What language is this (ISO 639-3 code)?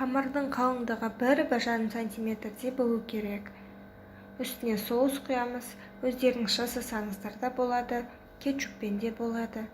kaz